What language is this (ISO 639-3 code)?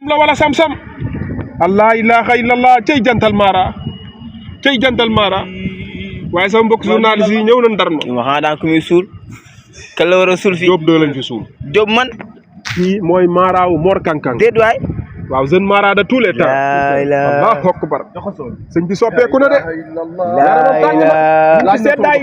wol